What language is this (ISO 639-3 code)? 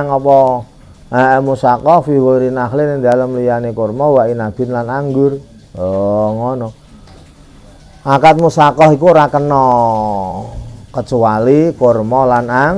jav